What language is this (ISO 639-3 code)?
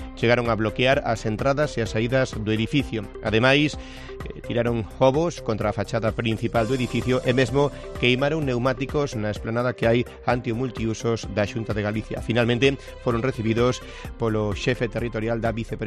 glg